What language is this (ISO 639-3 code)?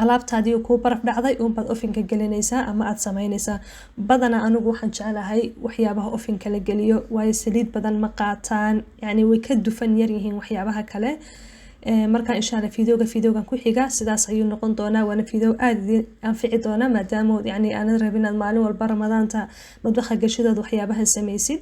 som